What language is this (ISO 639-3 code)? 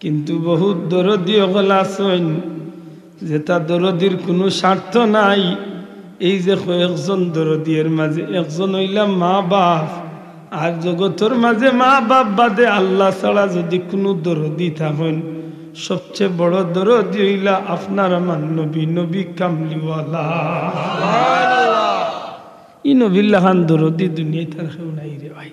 syl